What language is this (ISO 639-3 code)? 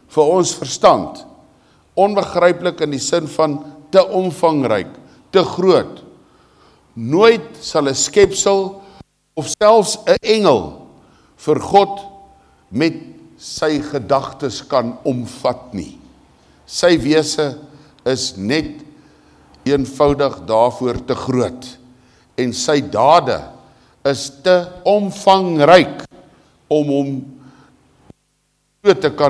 afr